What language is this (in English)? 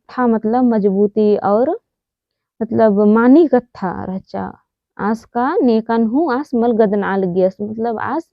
Kurukh